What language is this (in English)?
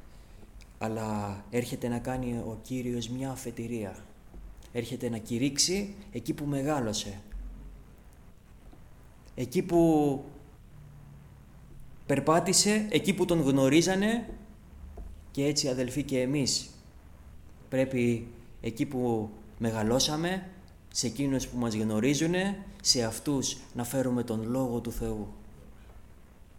Greek